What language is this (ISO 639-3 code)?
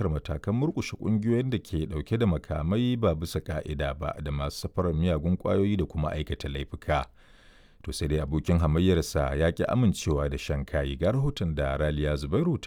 hau